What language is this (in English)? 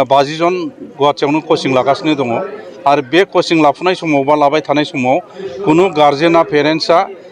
Bodo